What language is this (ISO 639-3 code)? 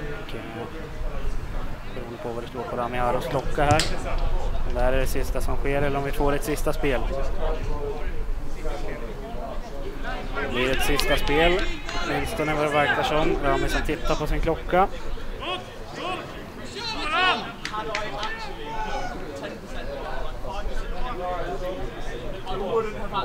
swe